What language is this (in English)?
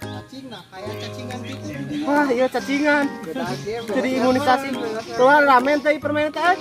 Sundanese